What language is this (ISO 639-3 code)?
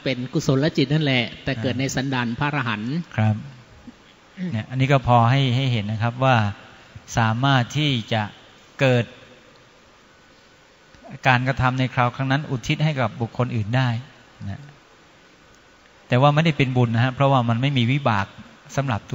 tha